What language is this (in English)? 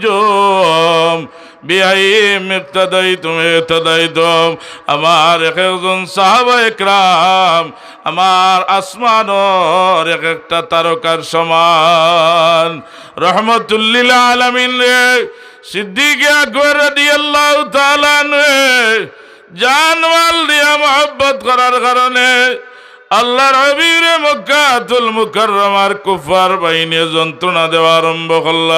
Sylheti